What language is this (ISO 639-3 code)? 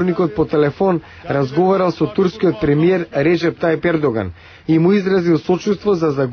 mkd